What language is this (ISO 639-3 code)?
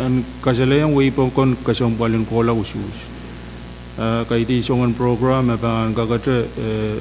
pon